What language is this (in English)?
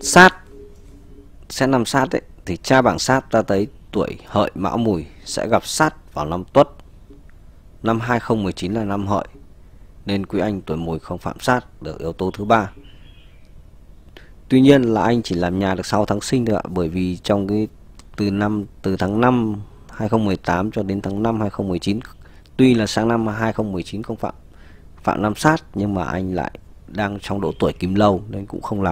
Vietnamese